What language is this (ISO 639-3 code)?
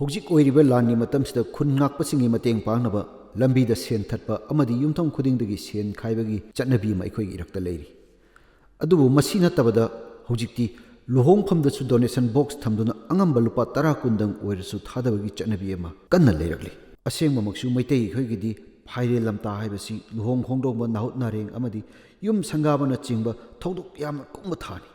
mni